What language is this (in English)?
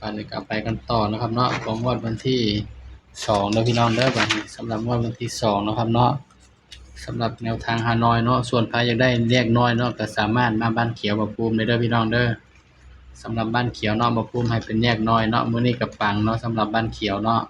Northeastern Thai